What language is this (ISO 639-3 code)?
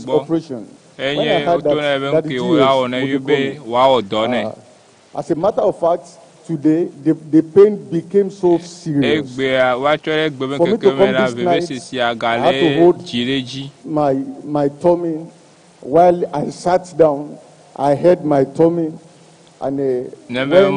ewe